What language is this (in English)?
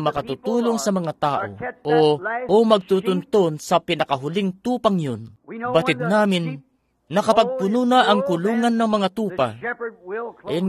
Filipino